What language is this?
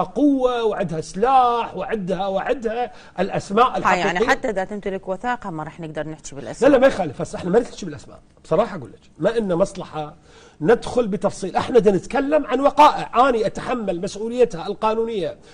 Mesopotamian Arabic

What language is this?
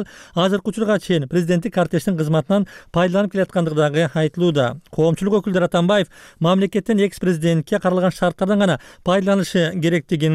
Kyrgyz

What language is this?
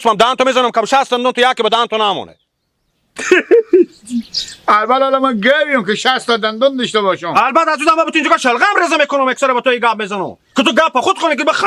Hazaragi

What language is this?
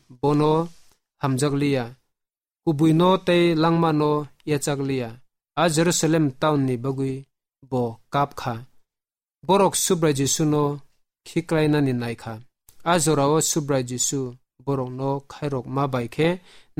Kok Borok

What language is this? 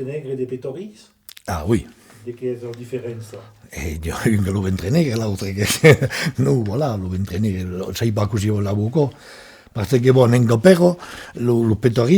Occitan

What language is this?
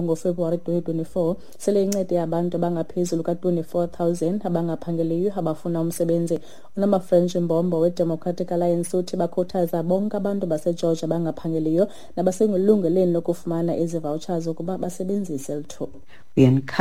Xhosa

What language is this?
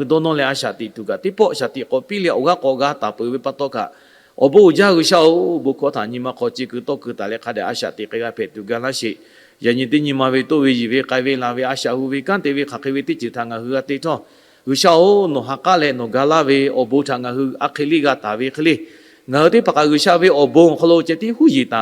Lahu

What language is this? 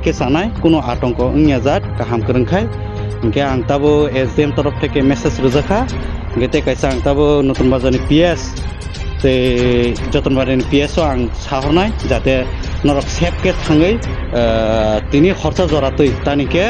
Kok Borok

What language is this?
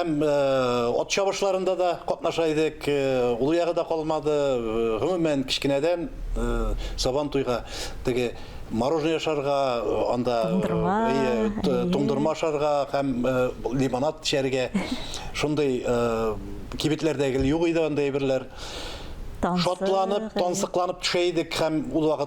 Tatar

